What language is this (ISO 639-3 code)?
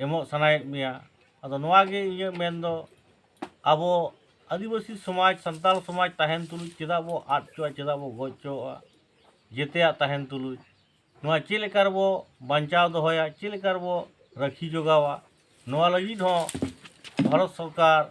sat